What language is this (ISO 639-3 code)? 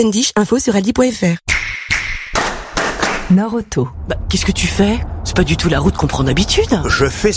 fra